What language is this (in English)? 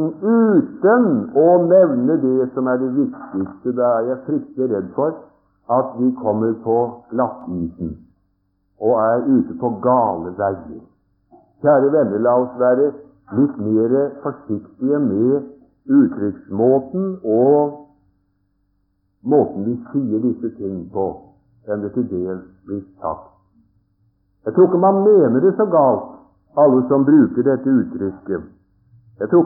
Norwegian